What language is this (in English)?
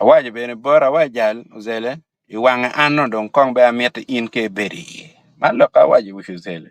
Acoli